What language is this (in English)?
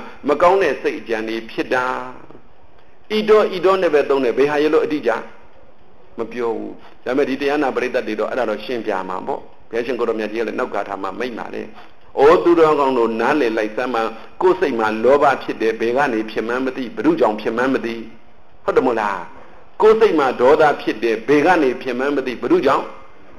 Burmese